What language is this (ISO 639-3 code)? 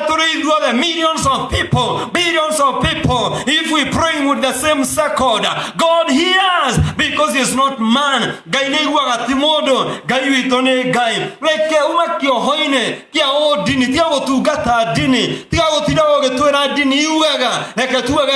kik